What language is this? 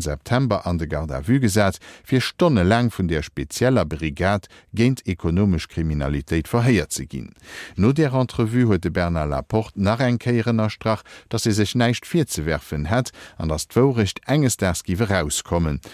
Luxembourgish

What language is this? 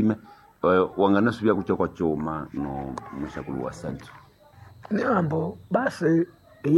Nande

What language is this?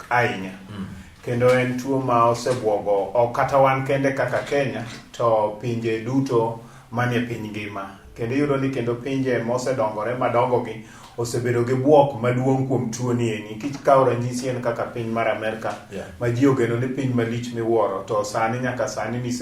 Luo (Kenya and Tanzania)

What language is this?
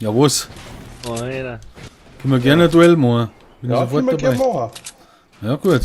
Bavarian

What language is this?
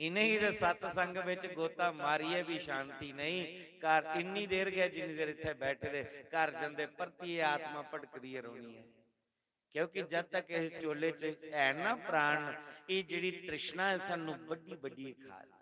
Dogri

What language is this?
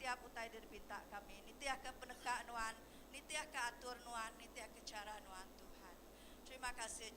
Iban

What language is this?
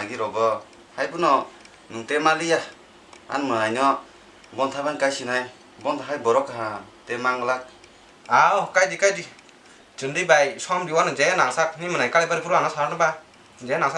Kok Borok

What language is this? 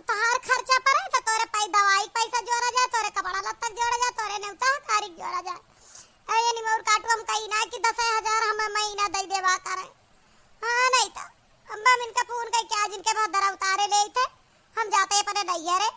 Awadhi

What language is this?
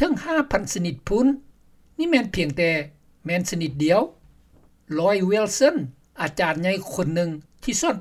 Lao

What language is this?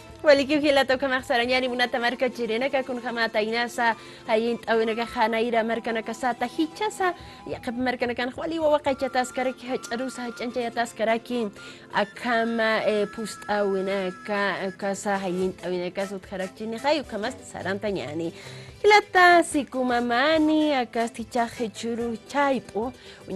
Aymara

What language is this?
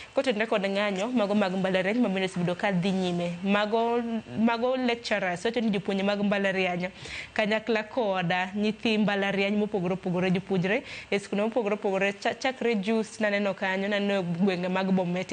Luo (Kenya and Tanzania)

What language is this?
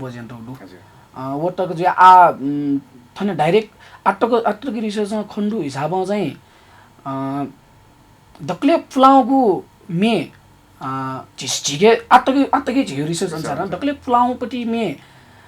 Newari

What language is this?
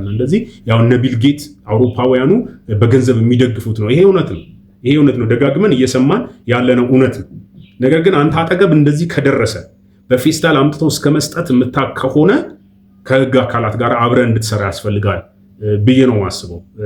Amharic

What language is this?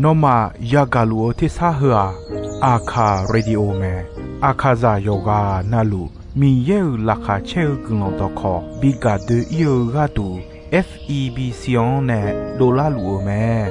Akha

